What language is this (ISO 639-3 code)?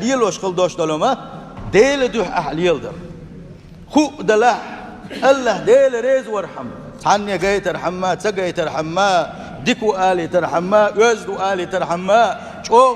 che